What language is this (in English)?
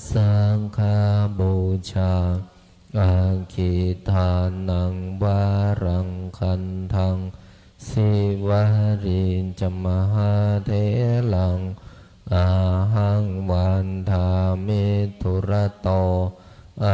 Pali